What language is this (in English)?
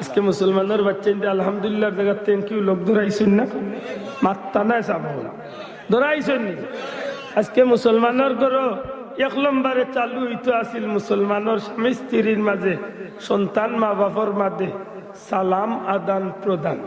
Sylheti